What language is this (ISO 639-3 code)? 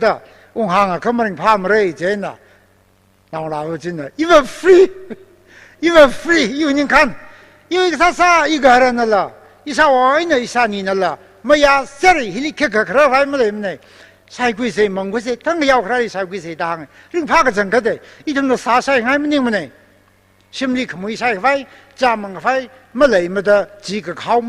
nmf